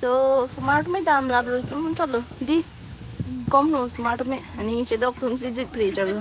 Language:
Karbi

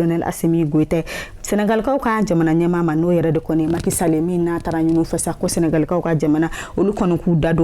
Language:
Bambara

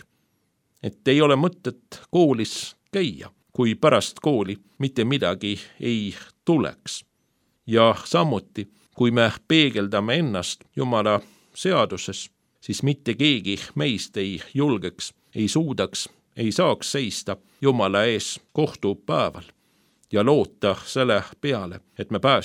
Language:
Estonian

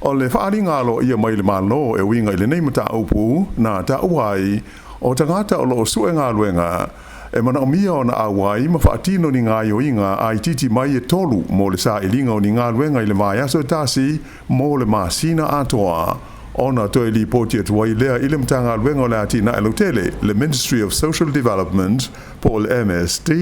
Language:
Samoan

